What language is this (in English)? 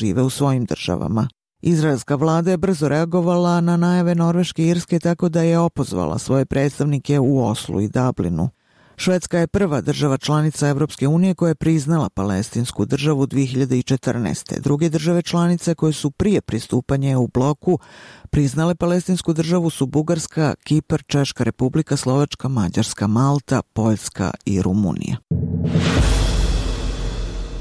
Bosnian